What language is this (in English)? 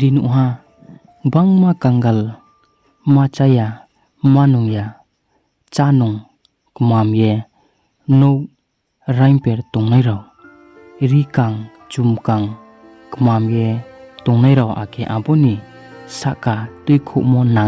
Riang (India)